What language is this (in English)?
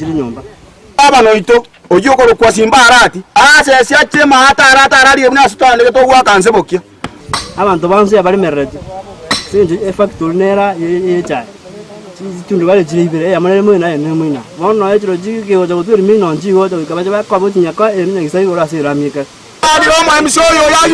Gusii